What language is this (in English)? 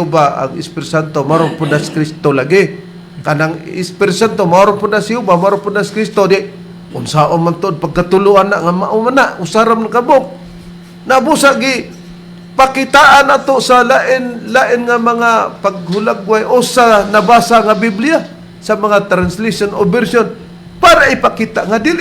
Cebuano